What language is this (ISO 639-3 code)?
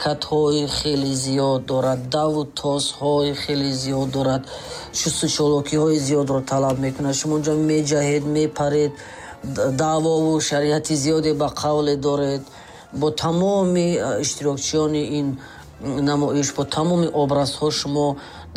tgk